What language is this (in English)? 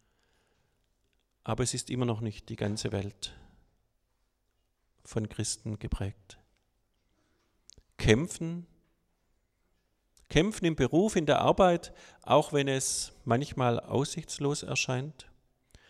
German